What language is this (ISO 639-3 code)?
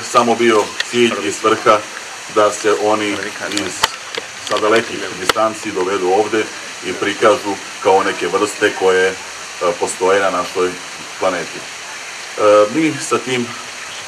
srp